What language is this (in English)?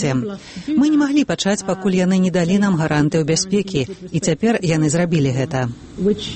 Belarusian